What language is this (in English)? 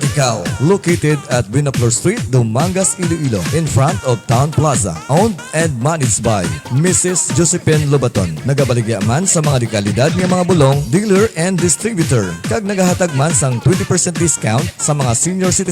Hiligaynon